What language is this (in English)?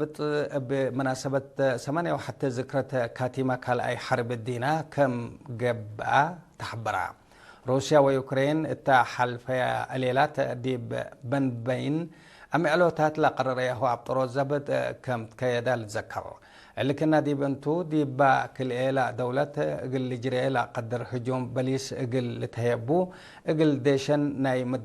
Tigre